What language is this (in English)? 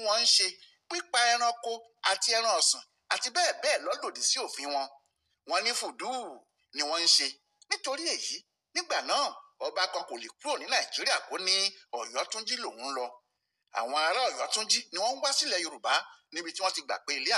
Yoruba